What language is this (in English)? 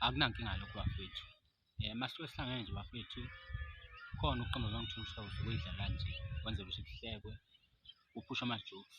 Zulu